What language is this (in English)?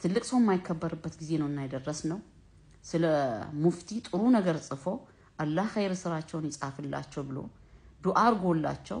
Amharic